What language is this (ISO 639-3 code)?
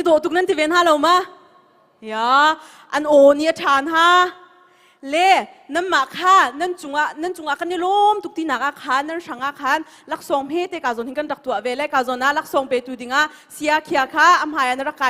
cnh